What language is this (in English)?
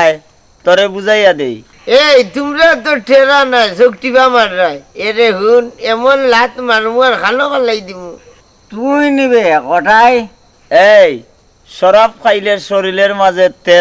Sylheti